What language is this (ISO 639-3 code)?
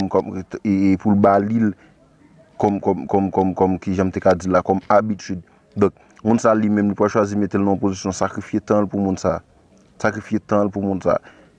hat